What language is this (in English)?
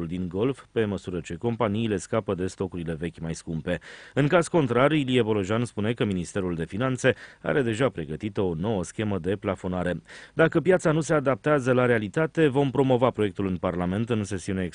Romanian